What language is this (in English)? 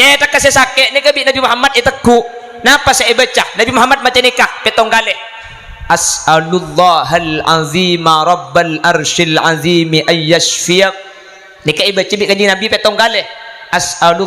Madurese